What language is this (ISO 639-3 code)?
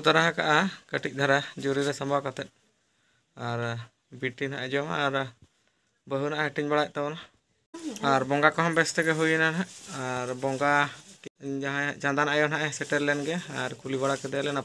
sat